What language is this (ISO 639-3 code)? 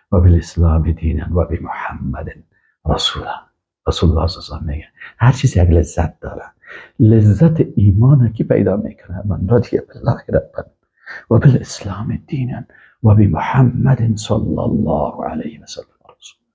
fas